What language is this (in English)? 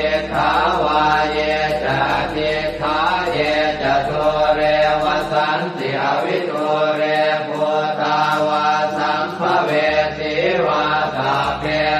Pali